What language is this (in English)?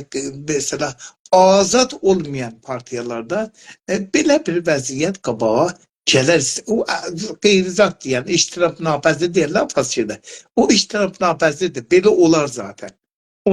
South Azerbaijani